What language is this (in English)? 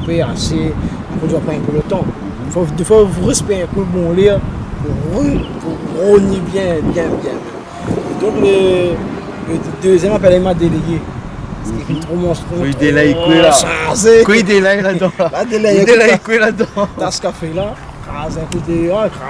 Réunion Creole French